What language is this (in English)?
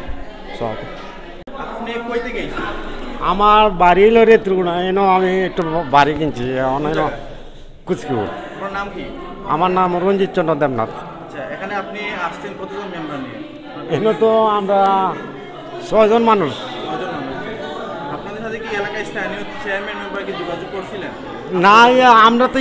Sylheti